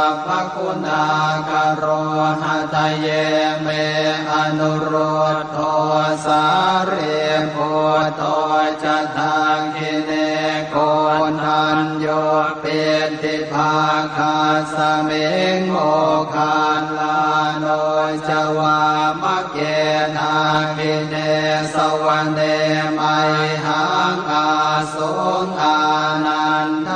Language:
Pali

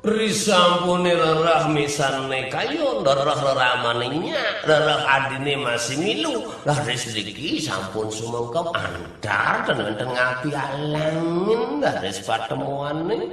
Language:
Balinese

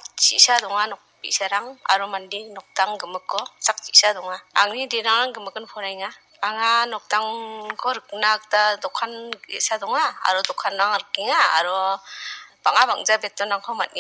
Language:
Garo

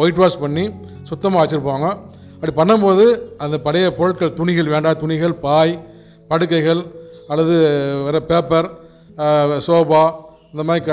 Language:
Tamil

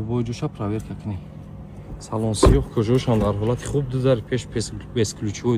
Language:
Tajik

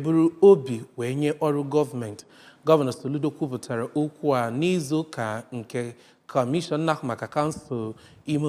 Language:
Igbo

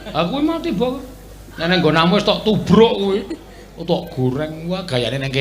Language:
Javanese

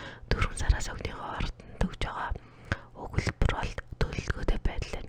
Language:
Mongolian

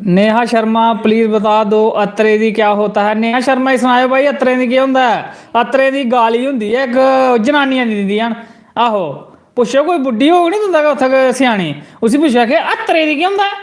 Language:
Dogri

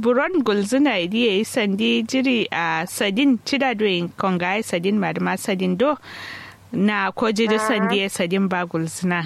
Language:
Kanuri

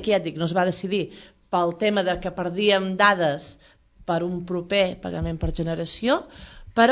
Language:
Catalan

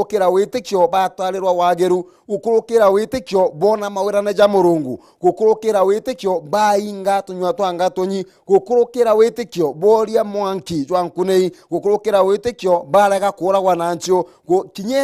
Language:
Meru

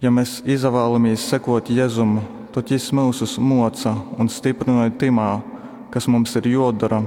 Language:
Latgalian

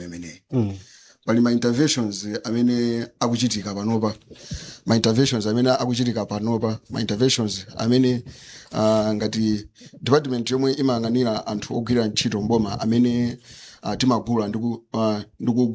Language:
Nyanja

